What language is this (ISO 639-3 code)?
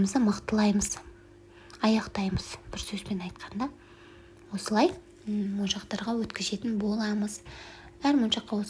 kaz